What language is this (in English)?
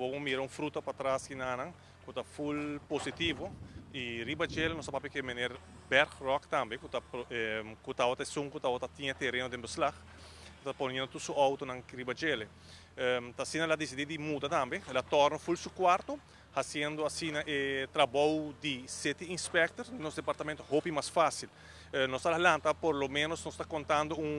Papiamento